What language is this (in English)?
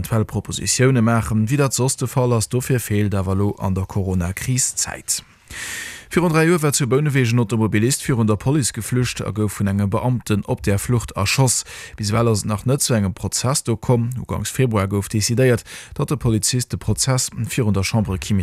Luxembourgish